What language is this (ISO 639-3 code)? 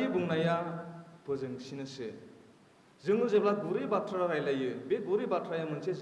brx